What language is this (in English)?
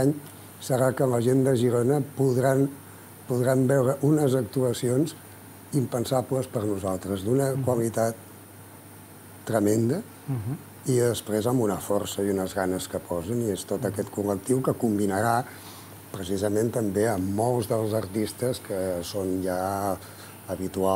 Catalan